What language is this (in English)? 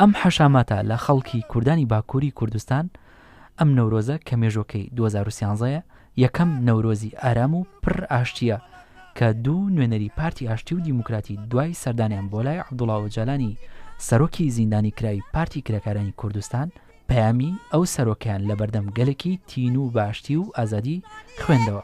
Central Kurdish